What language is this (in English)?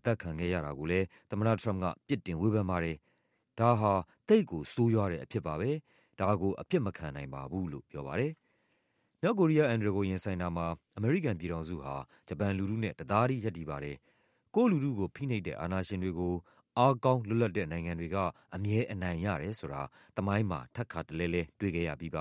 Burmese